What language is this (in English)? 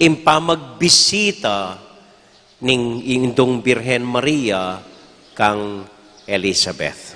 Pampanga